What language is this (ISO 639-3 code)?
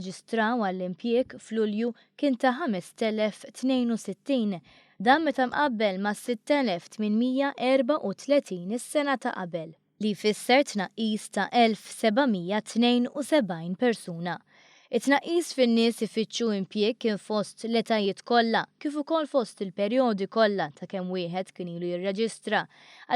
mlt